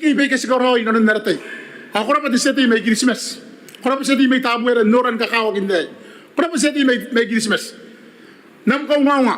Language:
Gilbertese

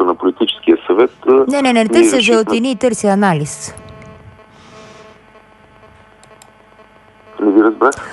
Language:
Bulgarian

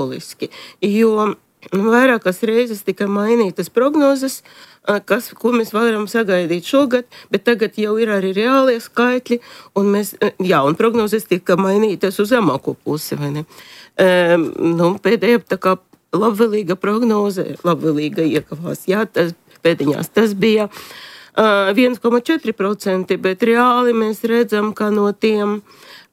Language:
Latvian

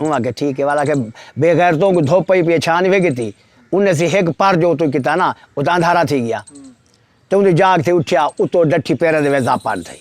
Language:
Saraiki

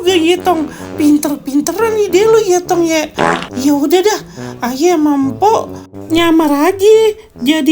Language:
Betawi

